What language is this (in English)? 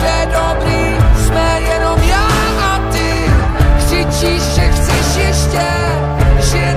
Czech